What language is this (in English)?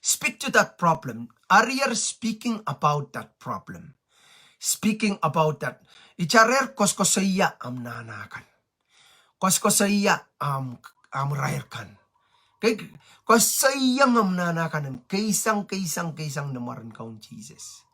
Pohnpeian